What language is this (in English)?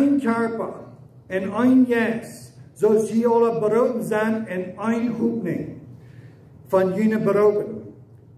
Plautdietsch